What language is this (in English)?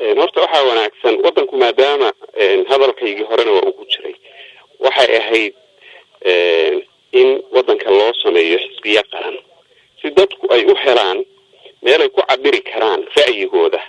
Somali